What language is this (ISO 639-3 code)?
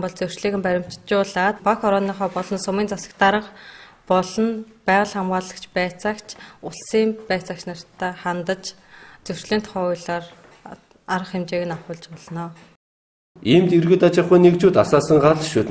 mon